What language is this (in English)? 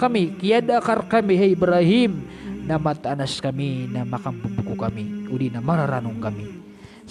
Maranao